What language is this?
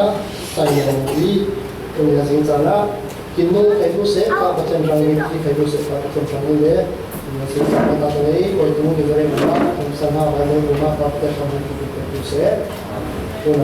Falam Chin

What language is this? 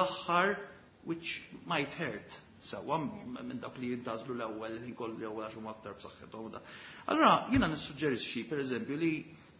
Maltese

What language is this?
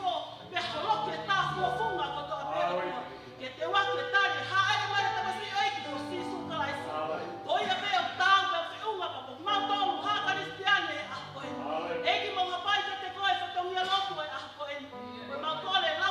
Tongan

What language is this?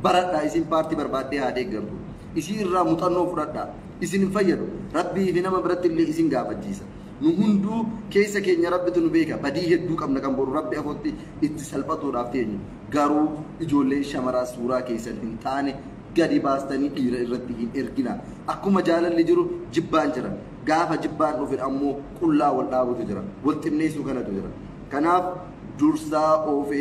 Oromo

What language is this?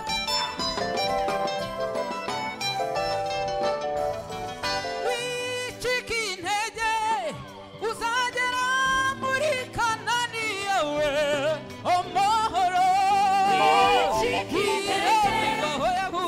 Kinyarwanda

